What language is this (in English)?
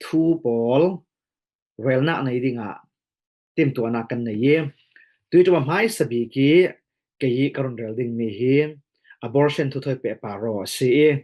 Falam Chin